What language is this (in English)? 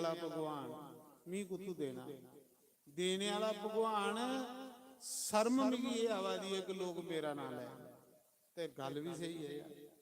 Dogri